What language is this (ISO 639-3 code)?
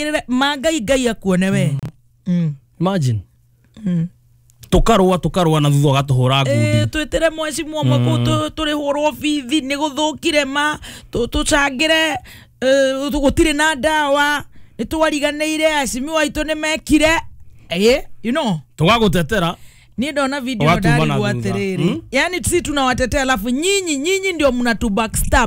kik